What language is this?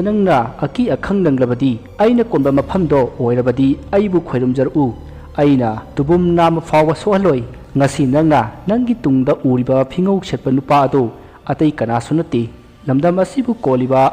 Manipuri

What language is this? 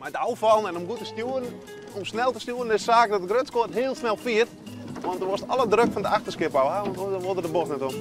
Western Frisian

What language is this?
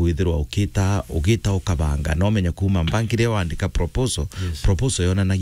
Meru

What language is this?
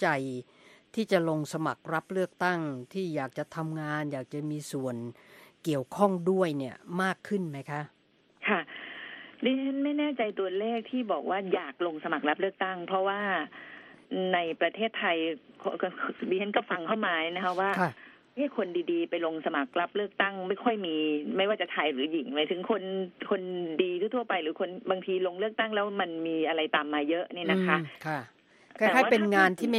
Thai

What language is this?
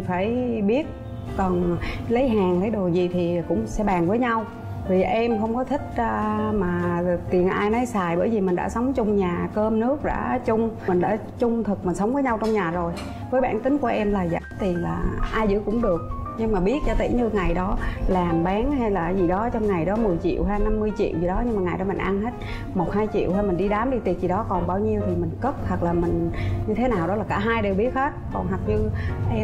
Vietnamese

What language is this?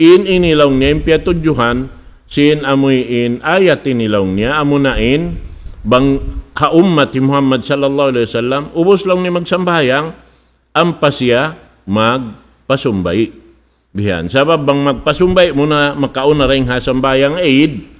Tausug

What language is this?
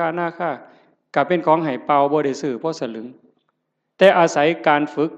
Northeastern Thai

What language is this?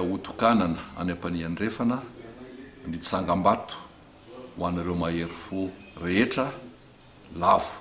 Malagasy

